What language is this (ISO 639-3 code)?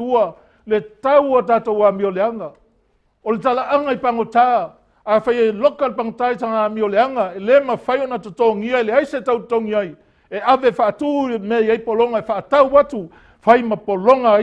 smo